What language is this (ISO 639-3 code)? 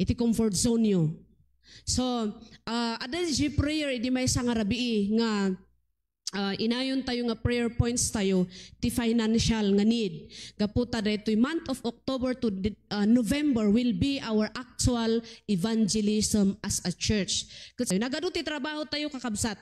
ilo